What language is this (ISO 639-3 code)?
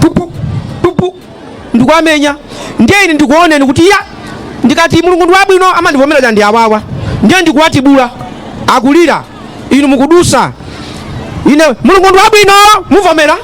nya